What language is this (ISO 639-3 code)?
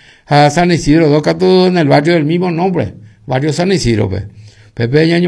grn